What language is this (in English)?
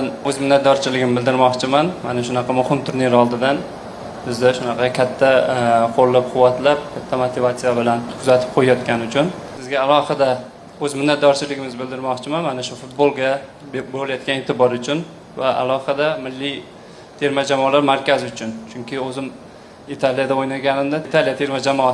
Uzbek